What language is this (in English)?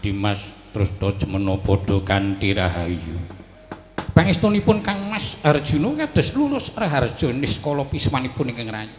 Javanese